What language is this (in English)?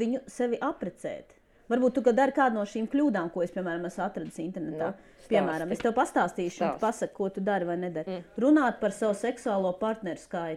Latvian